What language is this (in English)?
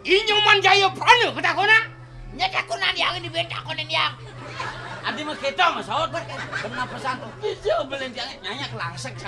Balinese